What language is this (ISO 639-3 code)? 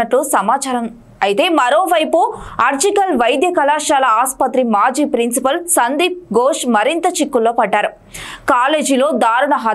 tel